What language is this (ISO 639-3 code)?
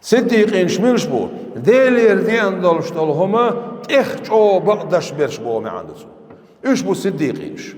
che